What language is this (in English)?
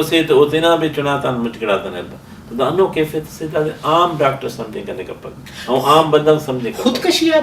Brahui